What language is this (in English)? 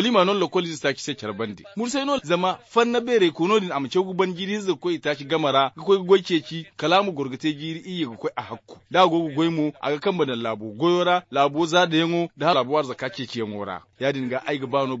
Zarma